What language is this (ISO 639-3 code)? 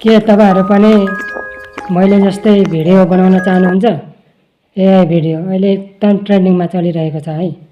nep